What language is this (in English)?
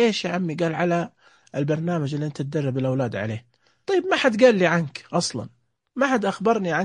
Najdi Arabic